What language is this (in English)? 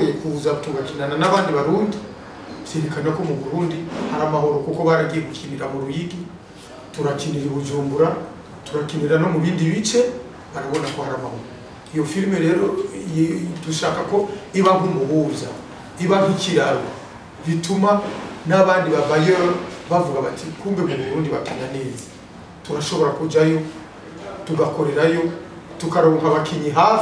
Rundi